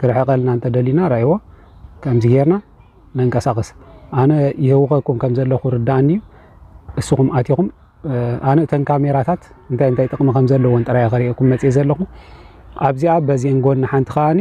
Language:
Tigrinya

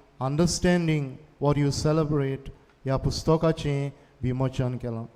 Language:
Konkani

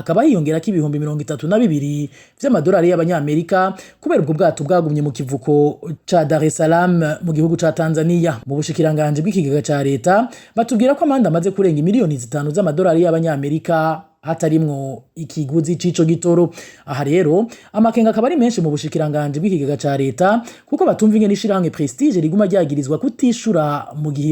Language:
Rundi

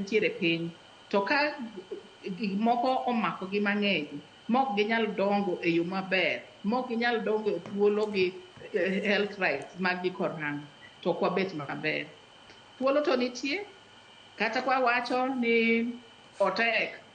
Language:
Luo (Kenya and Tanzania)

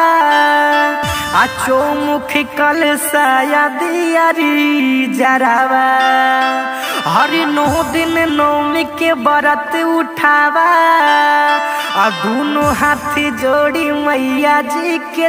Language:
Bhojpuri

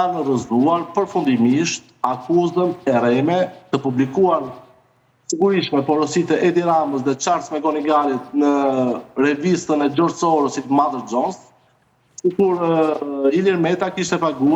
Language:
Albanian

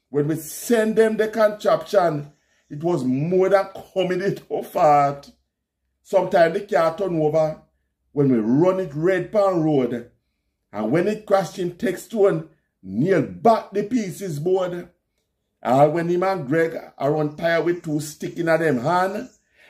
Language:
Jamaican Creole English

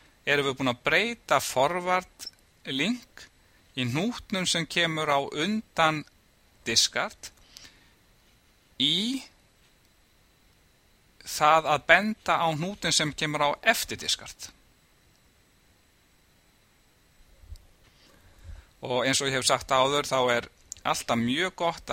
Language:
Icelandic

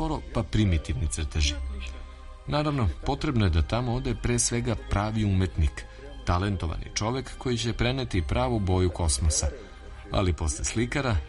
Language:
Serbian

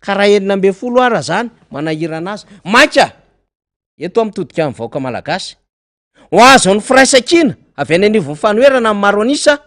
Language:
Malagasy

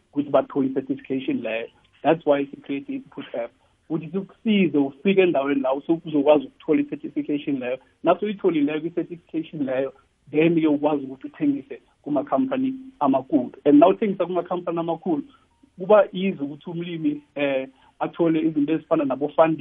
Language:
South Ndebele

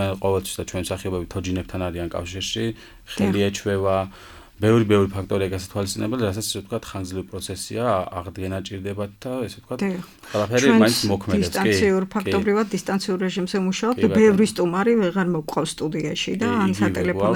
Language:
Georgian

